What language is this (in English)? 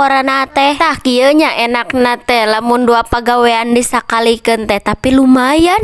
Sundanese